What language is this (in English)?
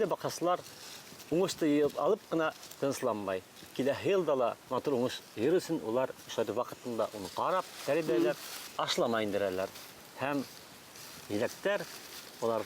Bashkir